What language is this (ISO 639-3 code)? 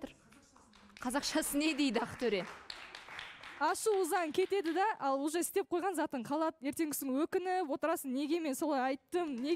kaz